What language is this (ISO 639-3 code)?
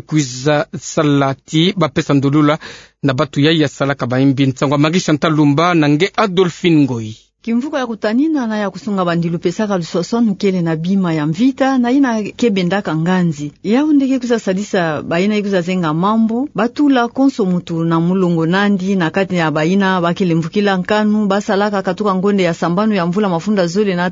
ktu